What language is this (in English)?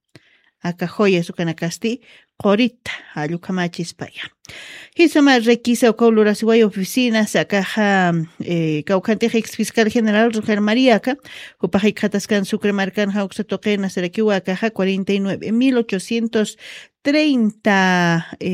Aymara